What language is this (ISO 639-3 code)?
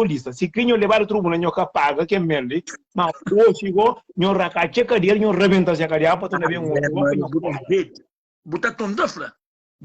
kea